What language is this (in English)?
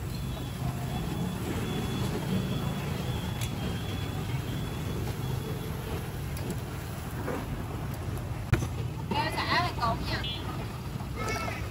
Vietnamese